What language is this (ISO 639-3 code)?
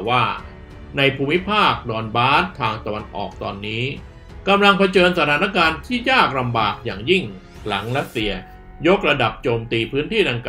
tha